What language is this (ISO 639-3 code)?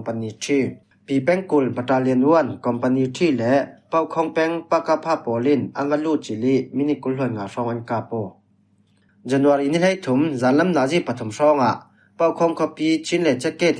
cfm